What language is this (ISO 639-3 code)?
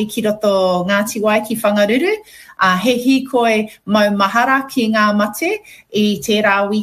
mri